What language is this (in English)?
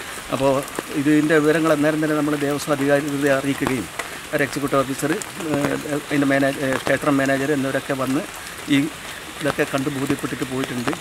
Malayalam